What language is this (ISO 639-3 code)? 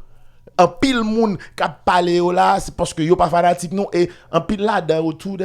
hat